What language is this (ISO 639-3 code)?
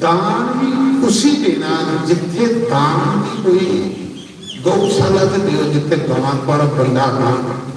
doi